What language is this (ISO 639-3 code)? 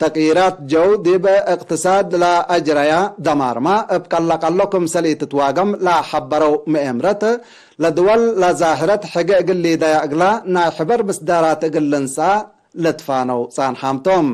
tig